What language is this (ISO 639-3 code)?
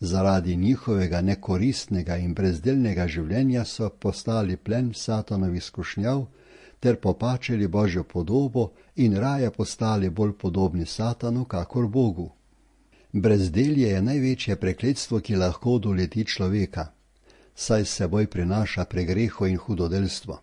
slv